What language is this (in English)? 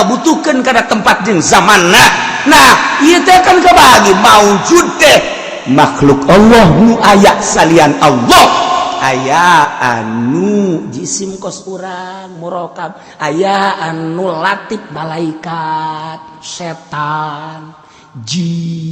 Sundanese